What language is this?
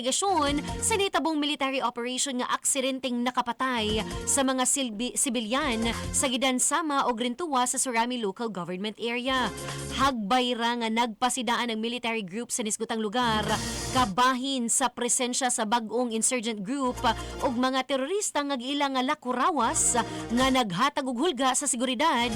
Cebuano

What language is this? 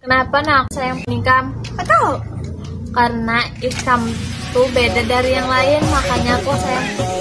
Banjar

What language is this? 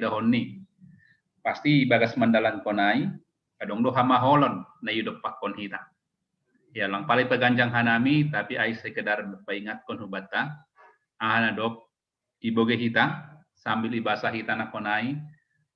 Batak Simalungun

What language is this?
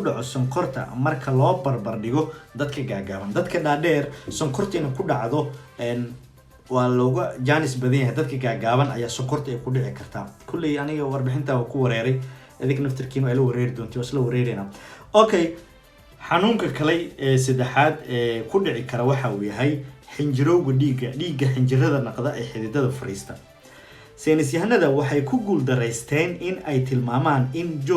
Somali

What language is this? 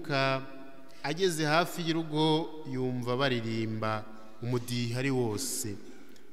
Kinyarwanda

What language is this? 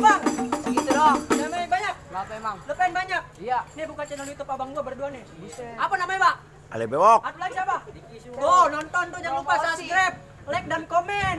Betawi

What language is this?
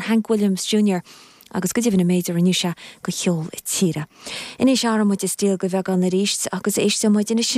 Irish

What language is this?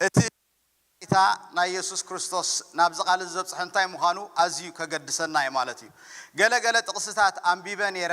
Tigrinya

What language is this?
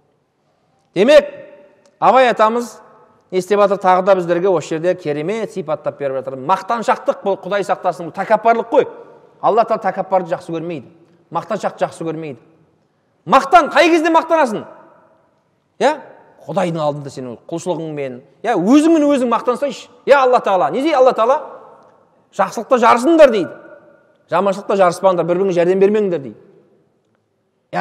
Kazakh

